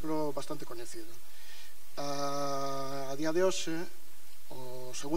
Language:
Galician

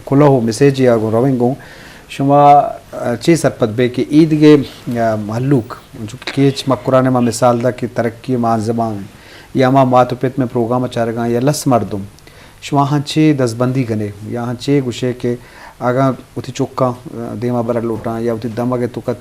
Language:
Eastern Balochi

